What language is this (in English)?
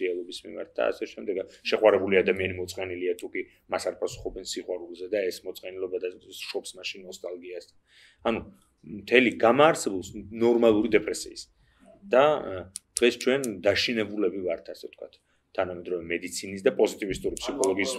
Georgian